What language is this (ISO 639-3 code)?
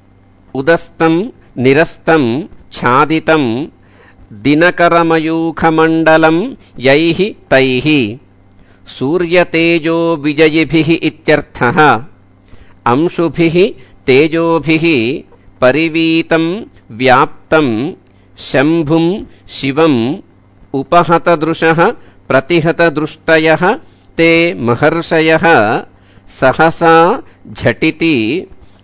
san